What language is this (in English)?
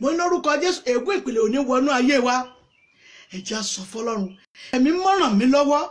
Yoruba